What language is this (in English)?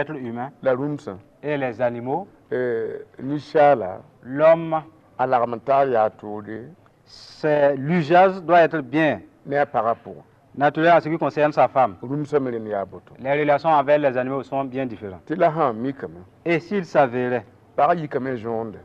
Mossi